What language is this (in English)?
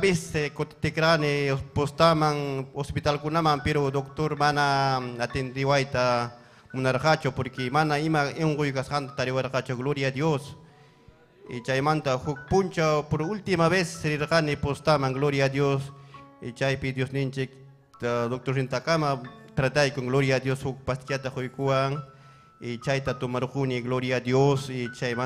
Ayacucho Quechua